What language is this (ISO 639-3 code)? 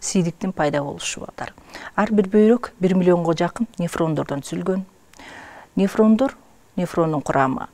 kir